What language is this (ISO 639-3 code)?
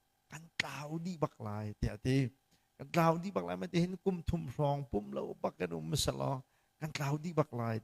cnh